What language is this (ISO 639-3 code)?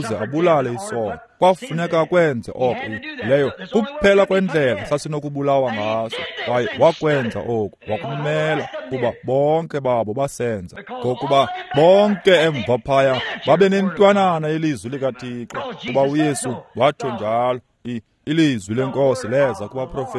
xho